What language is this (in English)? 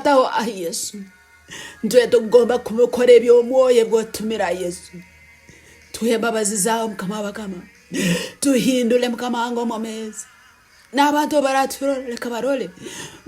Nyankole